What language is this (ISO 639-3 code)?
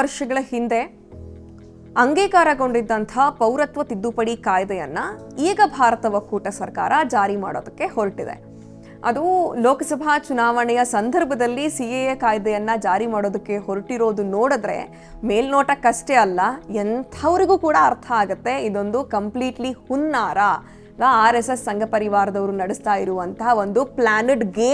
kan